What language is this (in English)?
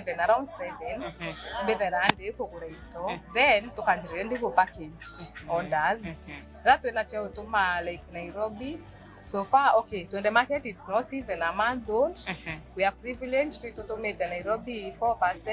Meru